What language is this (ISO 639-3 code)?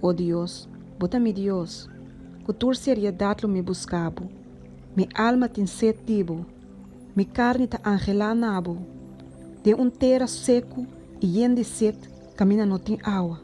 pap